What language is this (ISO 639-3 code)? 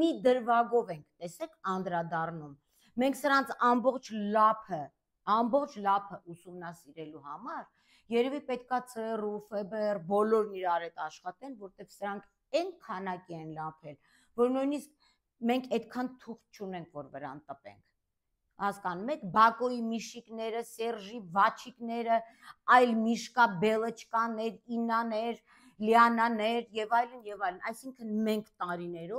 hye